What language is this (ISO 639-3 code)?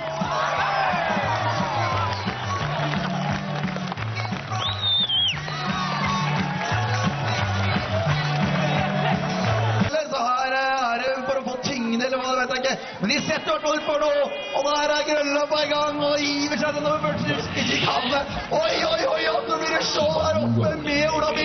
nor